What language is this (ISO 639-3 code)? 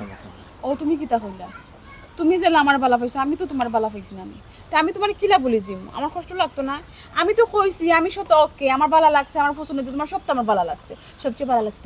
syl